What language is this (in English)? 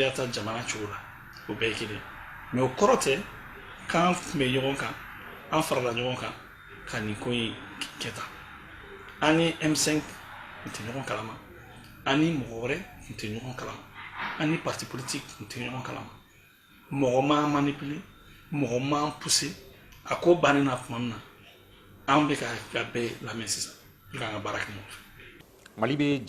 Bambara